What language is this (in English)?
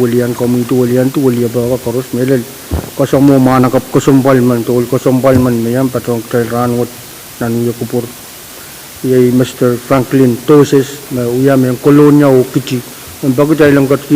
Pohnpeian